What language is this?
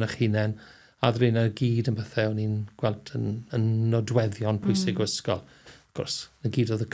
Welsh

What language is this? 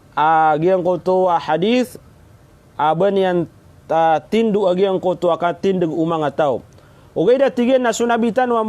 Maranao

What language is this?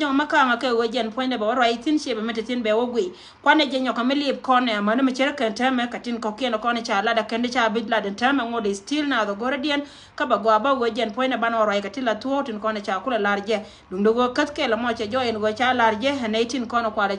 Nuer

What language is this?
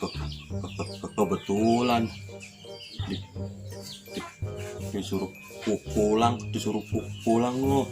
Betawi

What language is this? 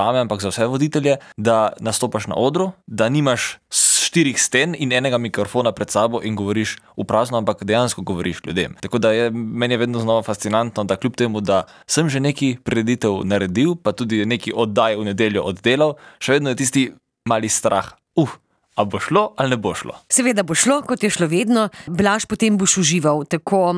Slovenian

